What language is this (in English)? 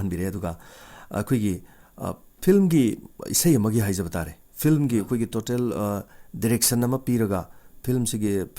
Manipuri